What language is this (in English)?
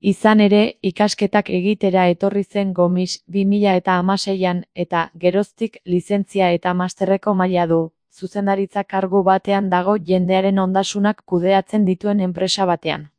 Basque